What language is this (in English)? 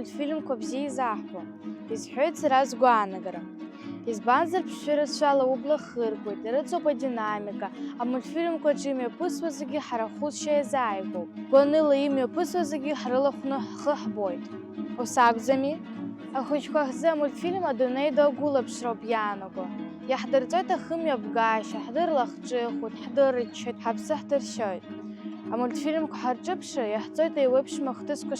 Abkhazian